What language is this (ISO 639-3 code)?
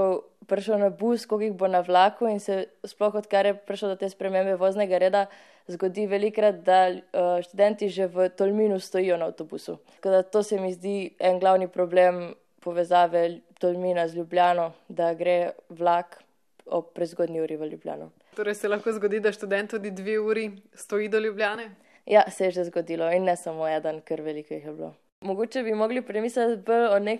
slv